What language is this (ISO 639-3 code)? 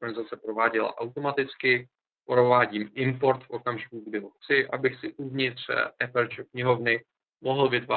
ces